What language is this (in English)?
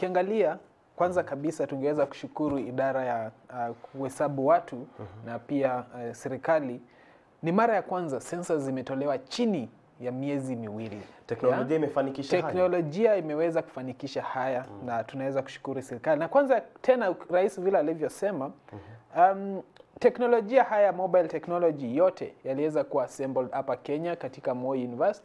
Swahili